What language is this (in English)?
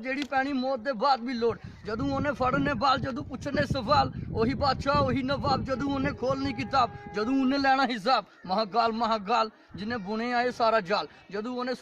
Dogri